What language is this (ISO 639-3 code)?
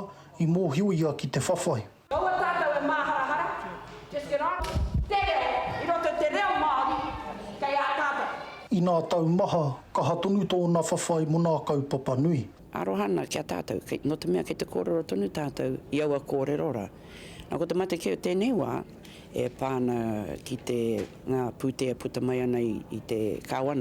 mri